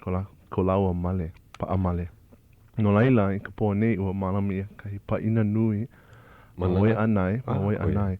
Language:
Hawaiian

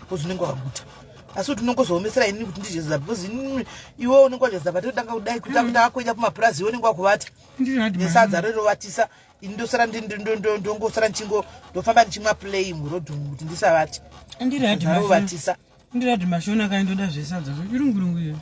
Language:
Shona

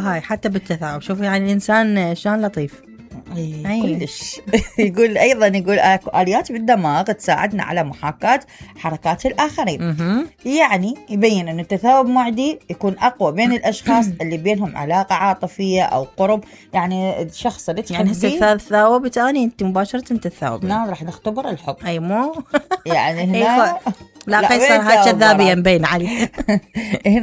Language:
Mesopotamian Arabic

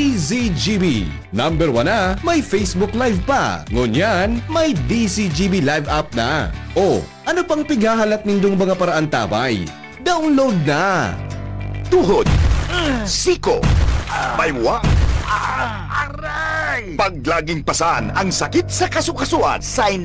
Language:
Bikol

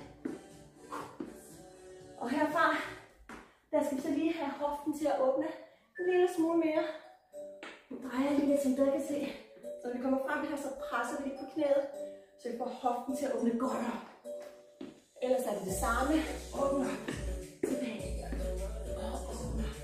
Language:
Danish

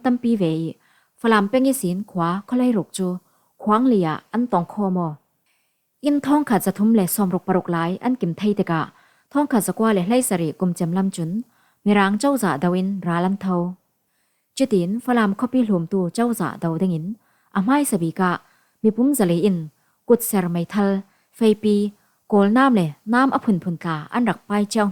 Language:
Falam Chin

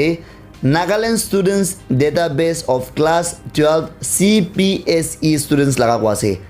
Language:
Naga Pidgin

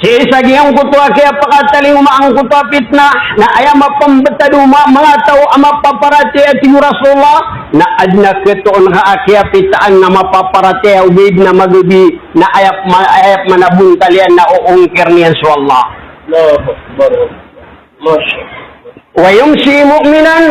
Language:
Maranao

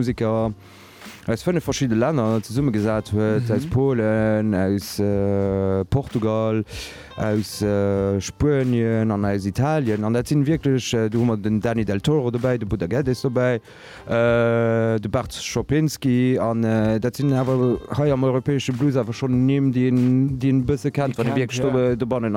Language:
Luxembourgish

